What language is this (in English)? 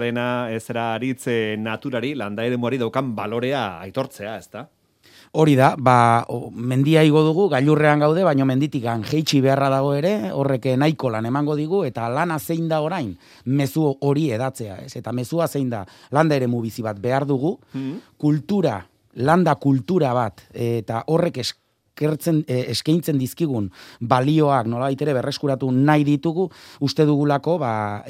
Basque